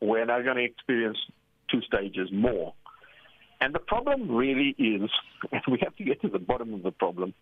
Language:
English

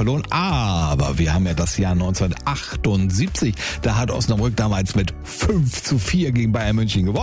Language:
German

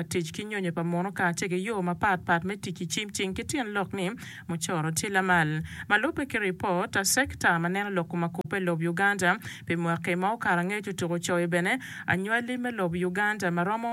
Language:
Acoli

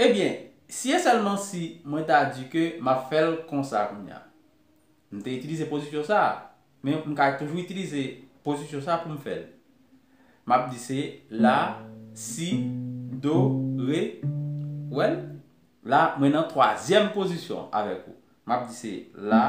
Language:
Haitian Creole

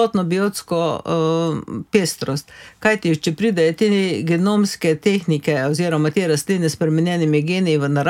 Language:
Slovenian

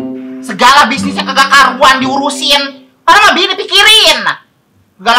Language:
Betawi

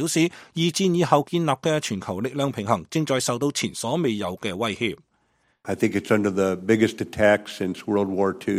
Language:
Cantonese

